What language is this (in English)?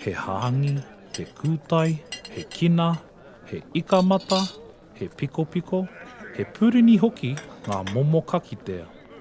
Māori